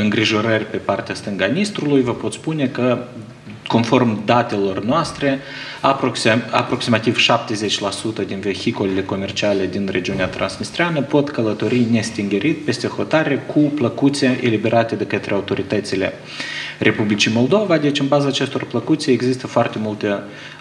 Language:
Romanian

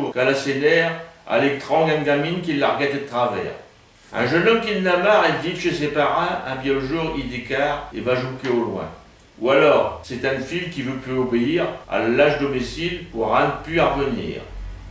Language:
Picard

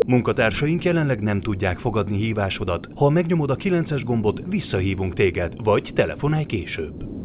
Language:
Hungarian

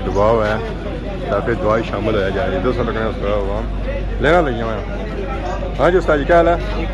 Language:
Pahari-Potwari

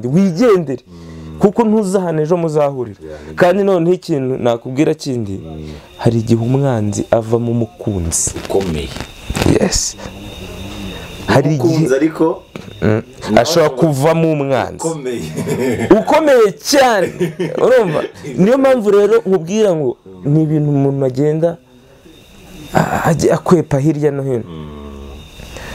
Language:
Kinyarwanda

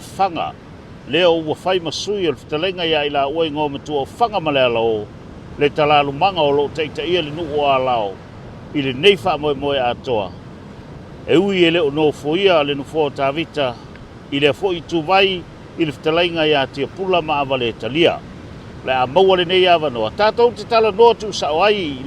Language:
Samoan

